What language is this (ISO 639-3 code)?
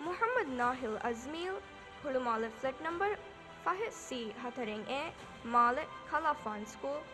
div